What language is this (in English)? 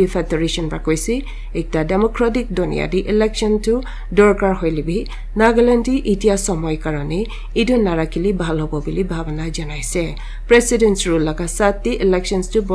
Naga Pidgin